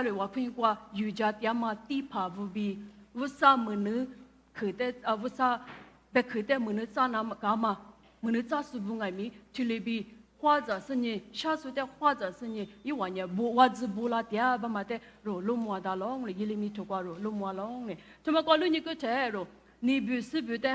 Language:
Lisu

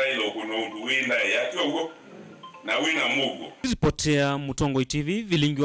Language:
Kamba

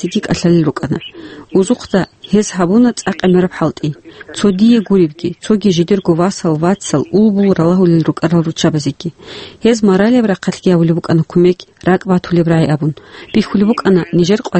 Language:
Avaric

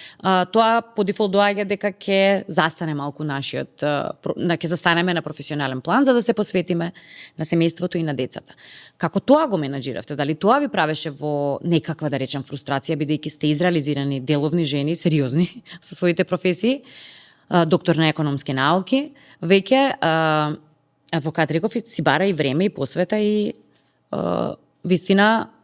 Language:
Macedonian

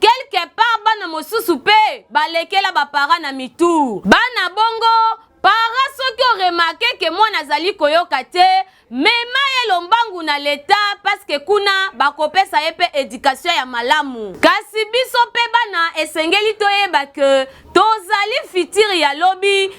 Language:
Lingala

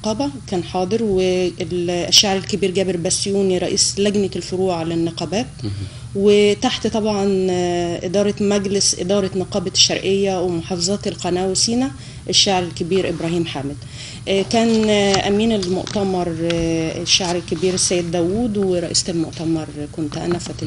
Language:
Egyptian Arabic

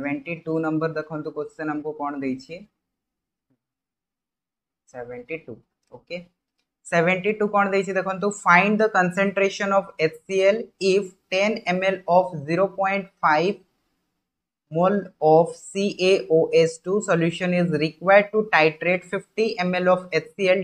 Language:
Odia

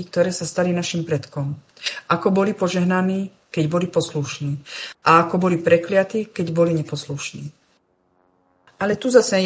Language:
Slovak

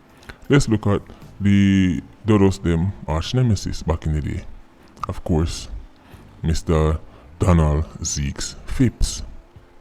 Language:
Jamaican Creole English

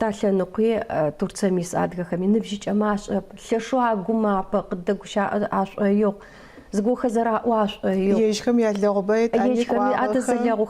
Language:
Adyghe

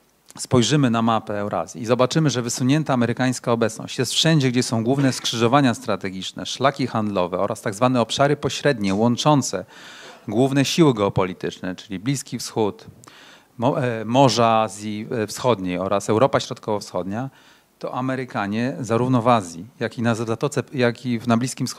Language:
Polish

